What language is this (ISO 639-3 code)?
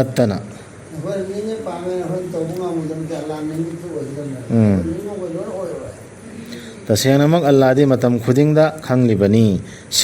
mni